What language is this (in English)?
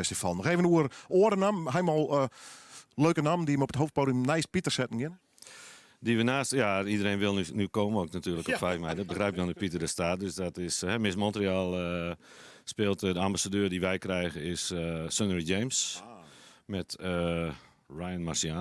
Western Frisian